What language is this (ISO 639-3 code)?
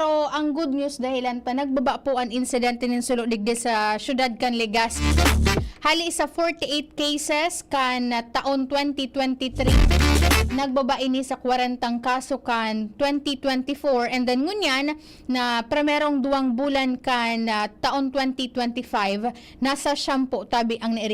bik